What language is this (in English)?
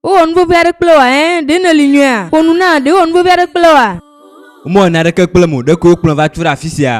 Ewe